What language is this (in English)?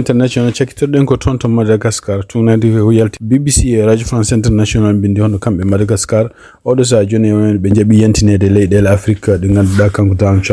Fula